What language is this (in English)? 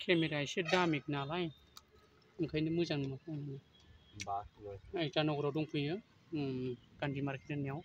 Bodo